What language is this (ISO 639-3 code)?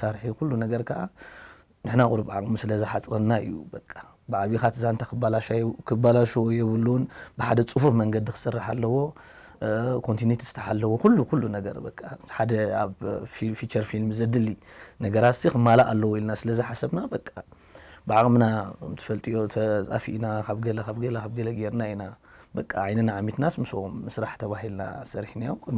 tir